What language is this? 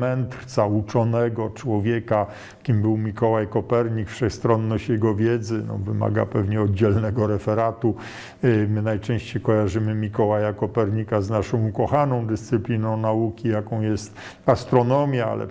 Polish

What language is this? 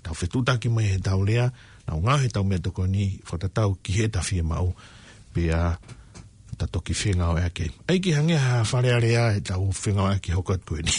Tongan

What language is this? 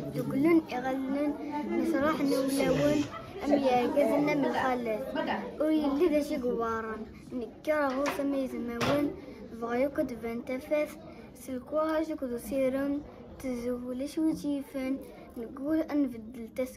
Kabyle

